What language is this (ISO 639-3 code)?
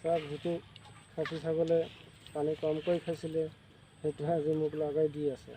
asm